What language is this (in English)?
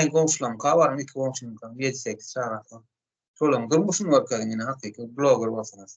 Turkmen